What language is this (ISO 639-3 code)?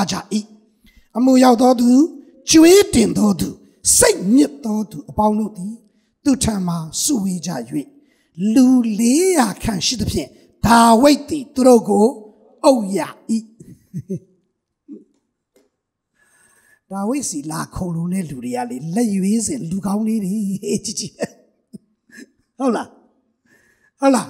mya